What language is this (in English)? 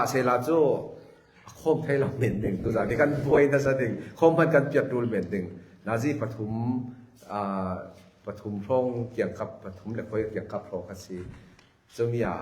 Falam Chin